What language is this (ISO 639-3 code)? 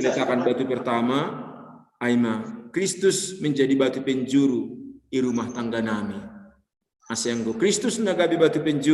bts